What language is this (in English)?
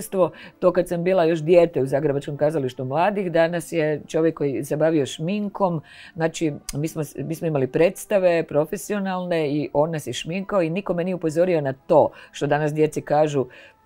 Croatian